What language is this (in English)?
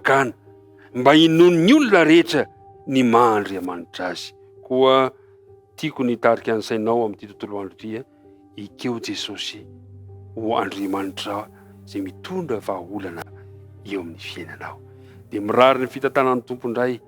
Malagasy